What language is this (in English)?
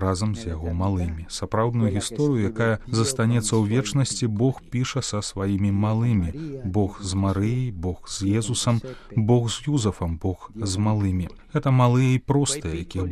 Belarusian